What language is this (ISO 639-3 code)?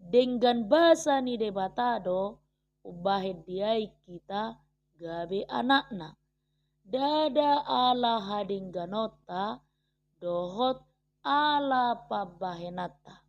bbc